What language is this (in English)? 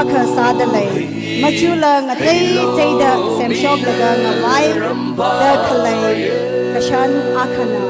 Tangkhul Naga (India)